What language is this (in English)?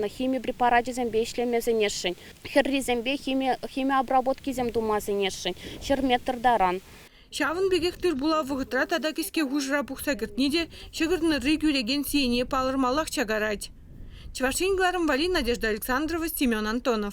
Chuvash